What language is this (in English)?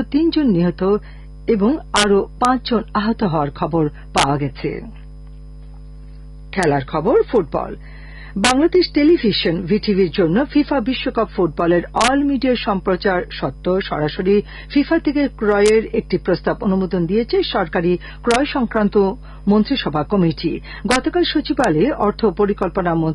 Bangla